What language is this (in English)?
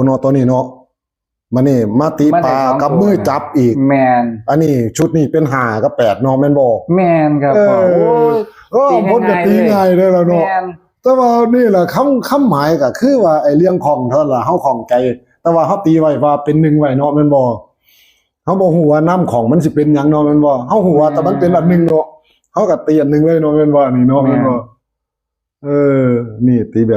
Northeastern Thai